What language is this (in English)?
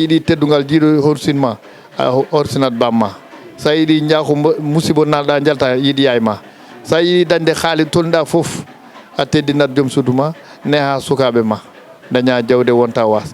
Fula